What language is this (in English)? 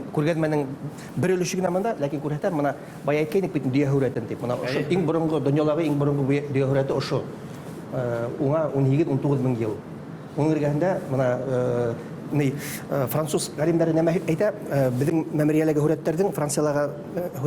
Bashkir